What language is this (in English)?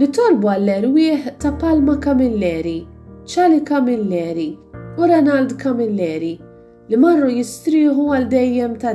Maltese